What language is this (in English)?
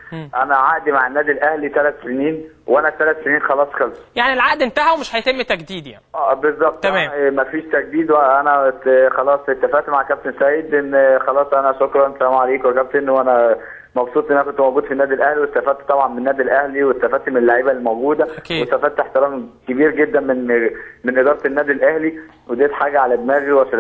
Egyptian Arabic